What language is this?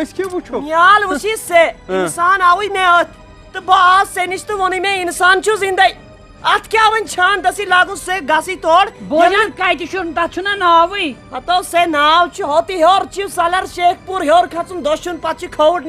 Kashmiri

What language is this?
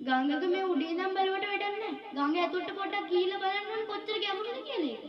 Sinhala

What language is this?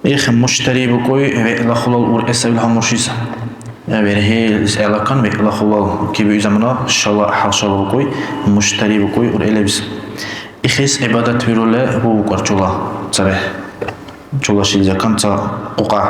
Dargwa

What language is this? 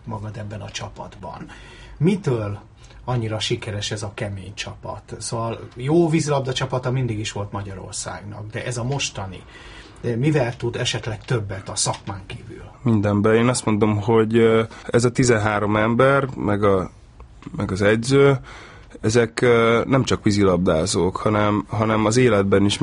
Hungarian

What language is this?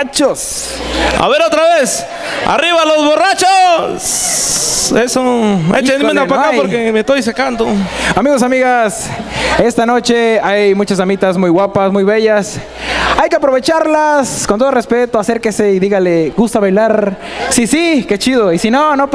Spanish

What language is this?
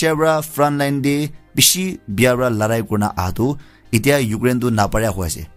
Naga Pidgin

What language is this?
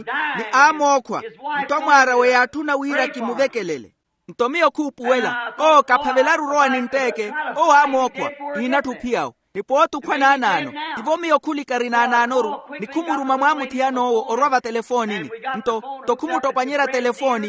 Makhuwa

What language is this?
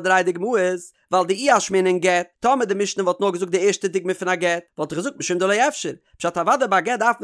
Yiddish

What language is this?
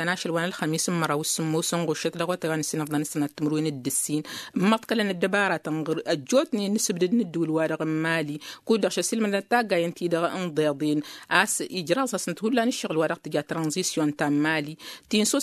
Tamasheq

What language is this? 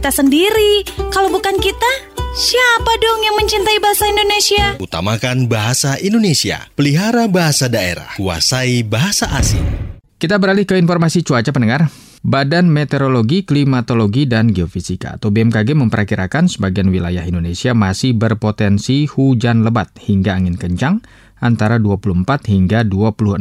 Indonesian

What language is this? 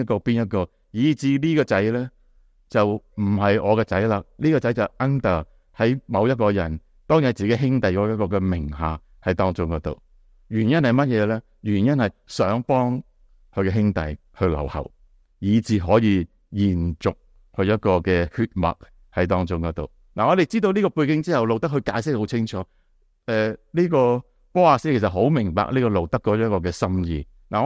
Cantonese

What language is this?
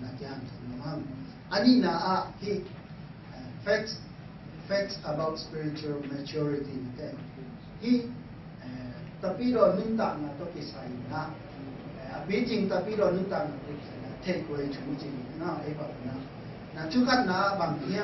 Tedim Chin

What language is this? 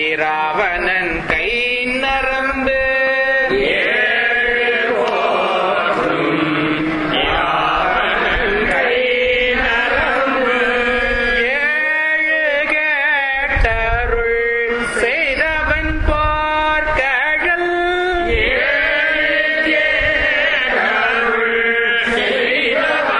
Tamil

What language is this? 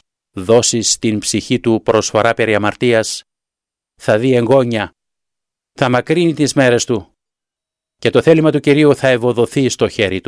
Greek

